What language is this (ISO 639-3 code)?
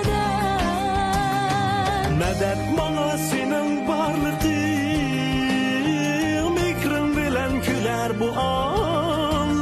uig